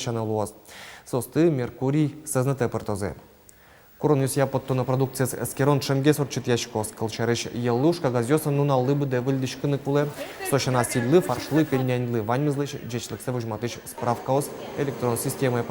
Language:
Udmurt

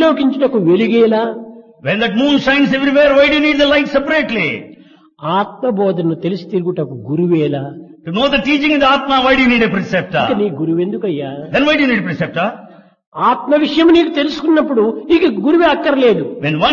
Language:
Telugu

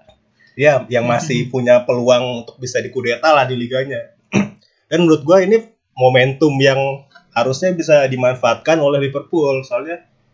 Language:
Indonesian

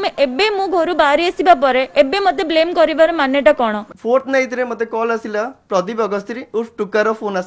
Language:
Odia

